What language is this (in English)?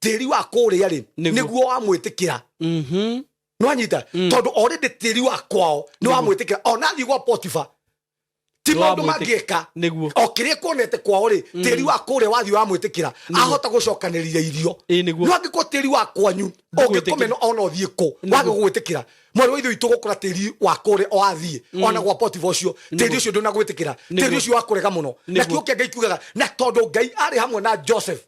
Kikuyu